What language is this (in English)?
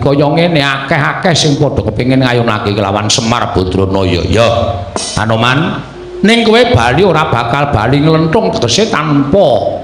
Javanese